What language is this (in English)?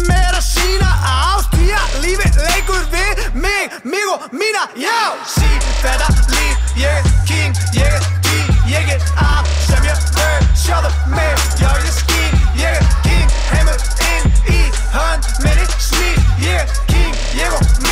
Icelandic